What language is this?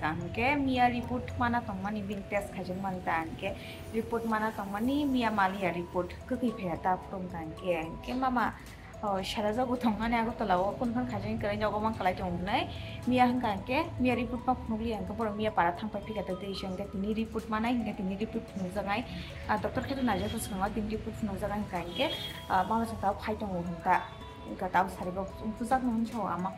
Kok Borok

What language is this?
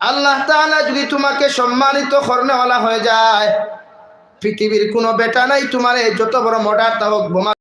Sylheti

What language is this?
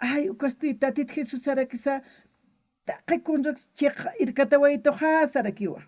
Aymara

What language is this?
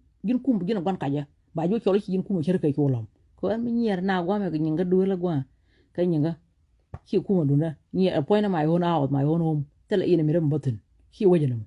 Nuer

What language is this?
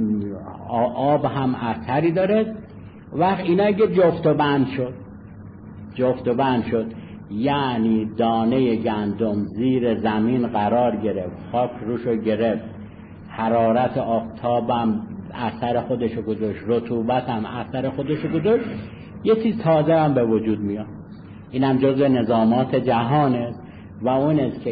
Persian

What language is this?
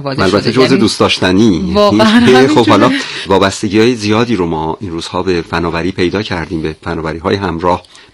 Persian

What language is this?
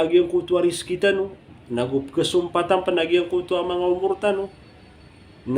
Maranao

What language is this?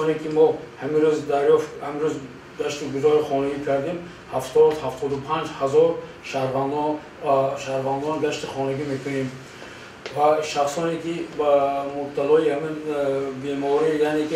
Tajik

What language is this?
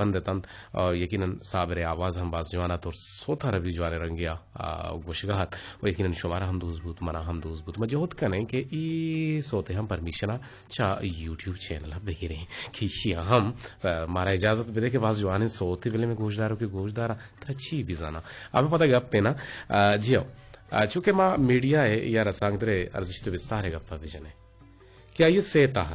Eastern Balochi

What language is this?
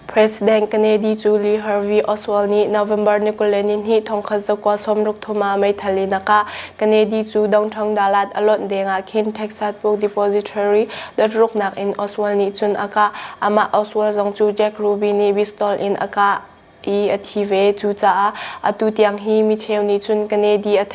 Hakha Chin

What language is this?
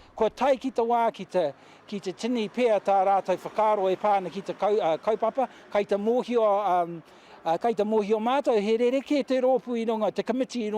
Māori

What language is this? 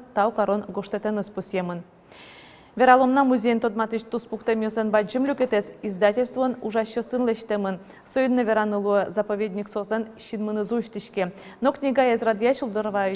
Udmurt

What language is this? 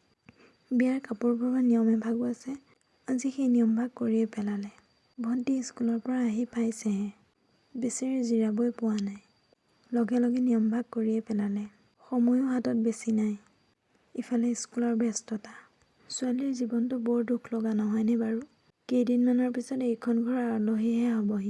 Assamese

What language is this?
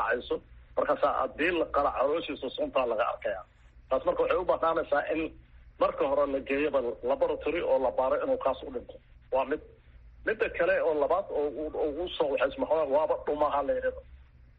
Somali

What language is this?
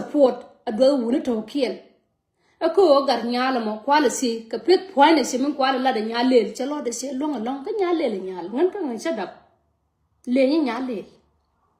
Nuer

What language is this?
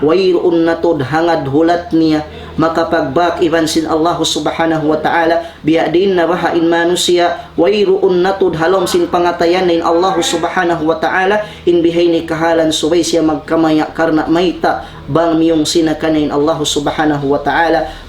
Tausug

